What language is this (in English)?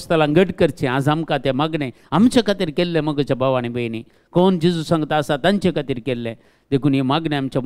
Konkani